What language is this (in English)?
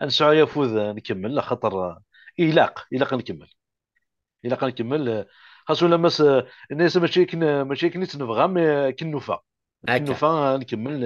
Kabyle